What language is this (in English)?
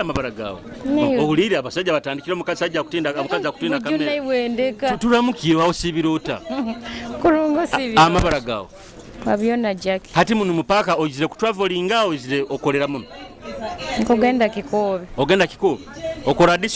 Nyoro